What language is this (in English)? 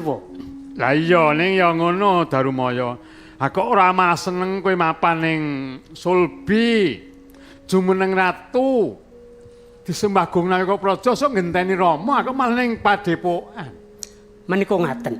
Javanese